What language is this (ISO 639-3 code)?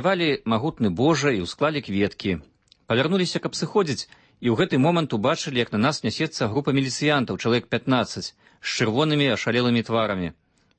bel